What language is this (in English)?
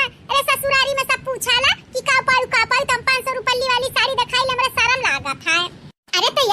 Awadhi